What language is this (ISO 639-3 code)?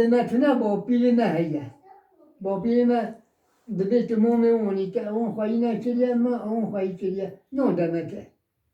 kur